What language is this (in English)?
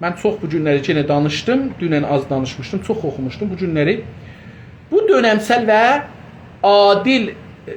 South Azerbaijani